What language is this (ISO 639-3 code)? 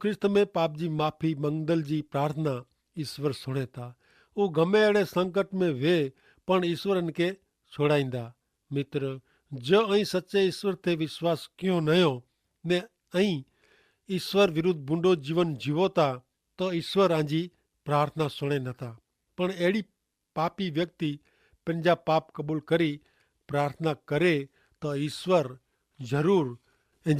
kfr